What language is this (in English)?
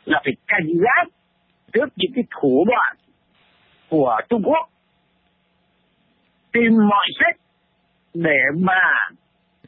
Vietnamese